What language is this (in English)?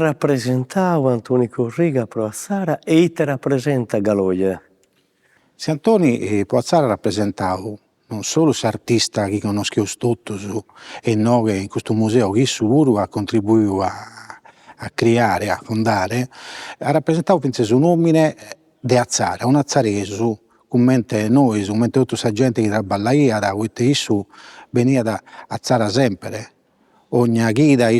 Sardinian